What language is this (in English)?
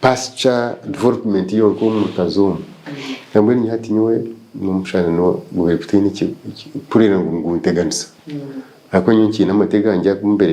Nyankole